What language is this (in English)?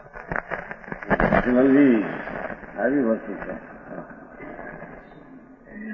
Gujarati